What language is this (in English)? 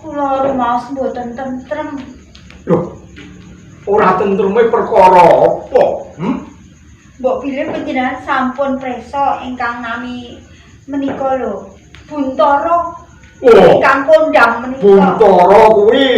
Javanese